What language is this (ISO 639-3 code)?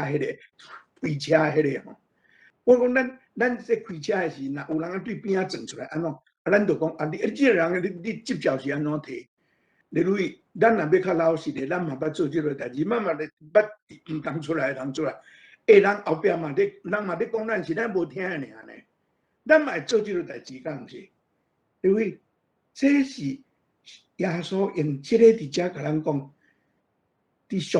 nan